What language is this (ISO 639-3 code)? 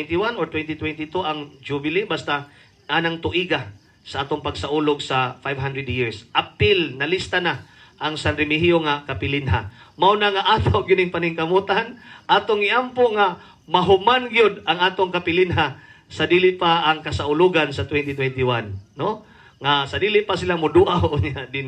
ceb